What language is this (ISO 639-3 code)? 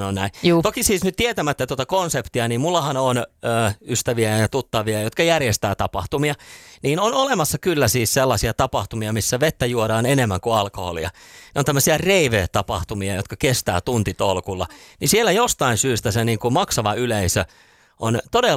fin